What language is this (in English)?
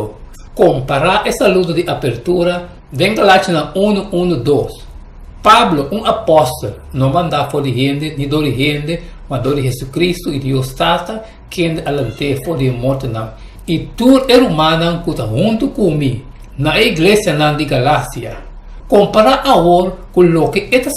Papiamento